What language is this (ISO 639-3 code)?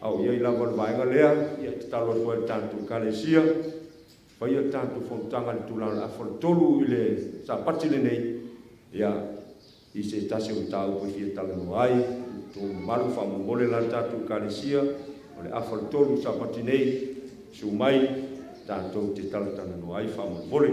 smo